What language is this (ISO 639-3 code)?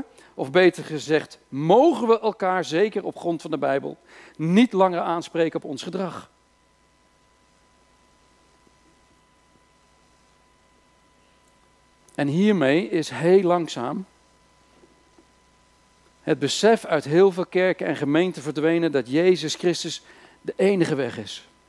nld